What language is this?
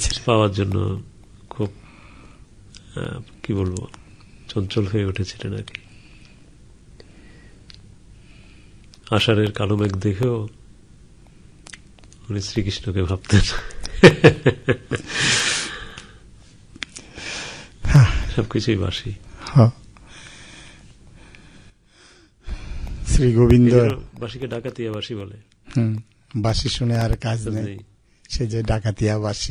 Bangla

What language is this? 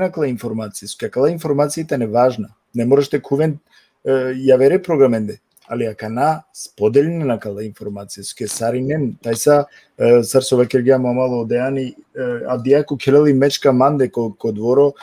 Balkan Romani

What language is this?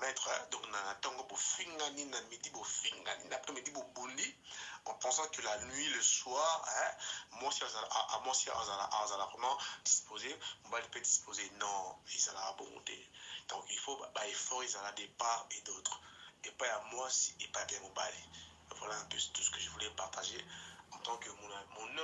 Lingala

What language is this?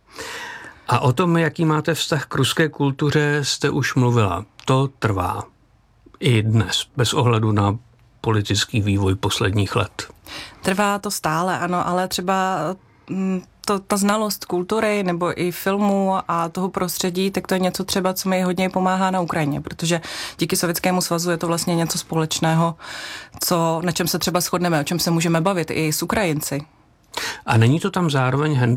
Czech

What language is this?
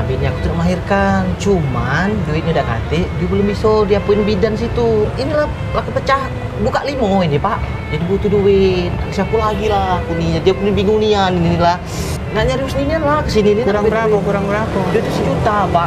Musi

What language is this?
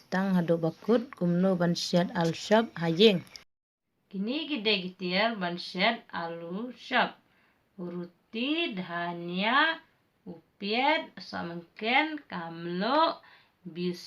Khasi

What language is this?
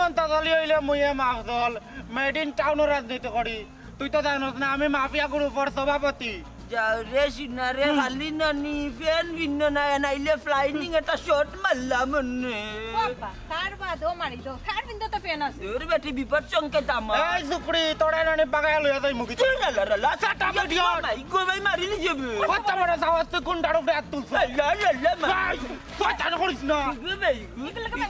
Sylheti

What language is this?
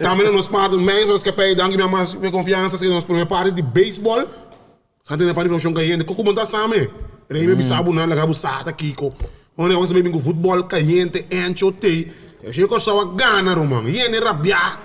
Papiamento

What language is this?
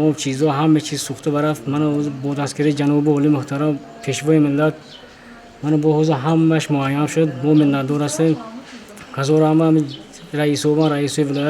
Tajik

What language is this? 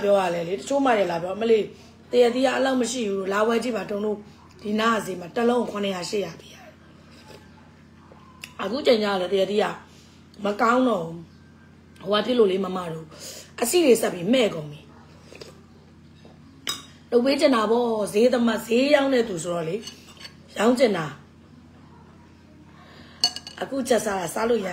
Burmese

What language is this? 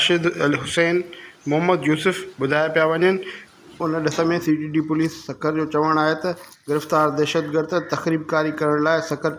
Sindhi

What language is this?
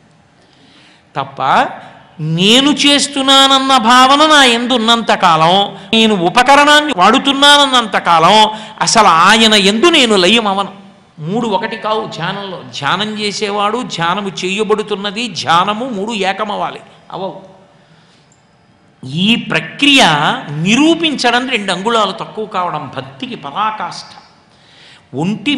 Telugu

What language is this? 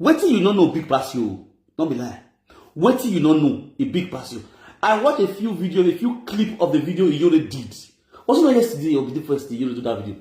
Nigerian Pidgin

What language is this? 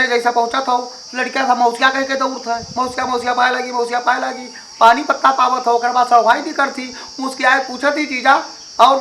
Awadhi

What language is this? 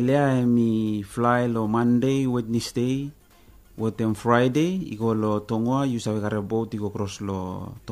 Bislama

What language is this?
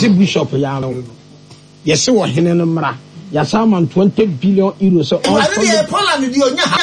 Akan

